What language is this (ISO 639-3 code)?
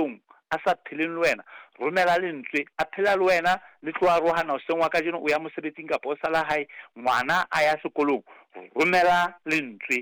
sot